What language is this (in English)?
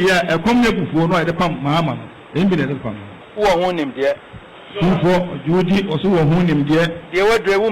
Akan